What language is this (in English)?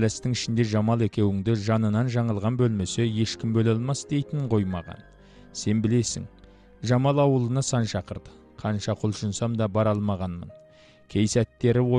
Kazakh